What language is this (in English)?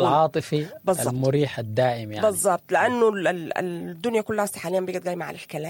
Sudanese Arabic